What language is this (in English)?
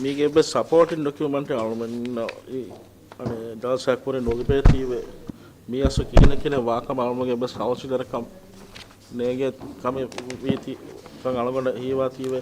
Divehi